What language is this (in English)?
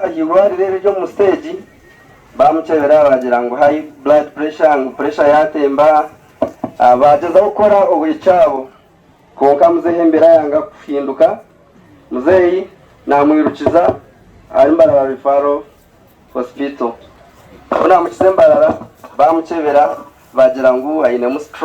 Nyankole